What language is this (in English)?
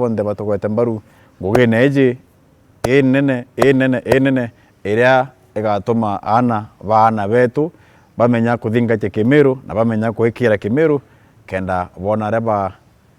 Meru